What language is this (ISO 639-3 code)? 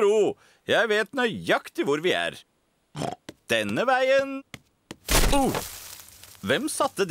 nor